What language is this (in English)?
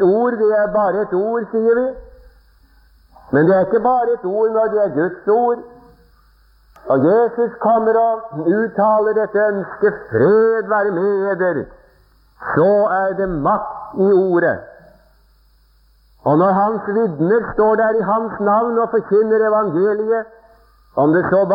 Norwegian